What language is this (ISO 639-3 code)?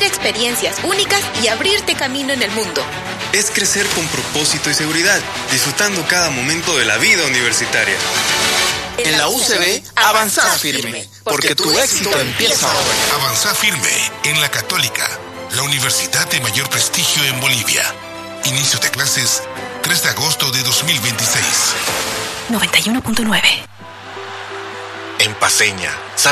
spa